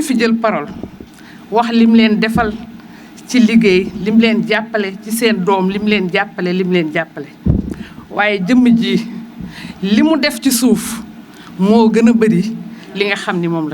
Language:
Wolof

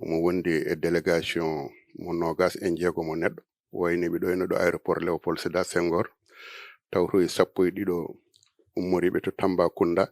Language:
Fula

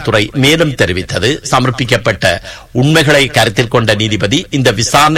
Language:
Tamil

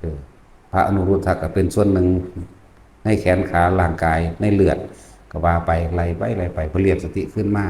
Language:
Northeastern Thai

